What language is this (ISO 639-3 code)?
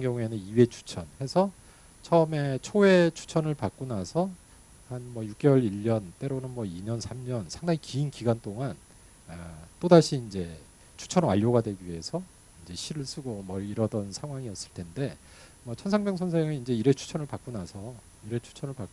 kor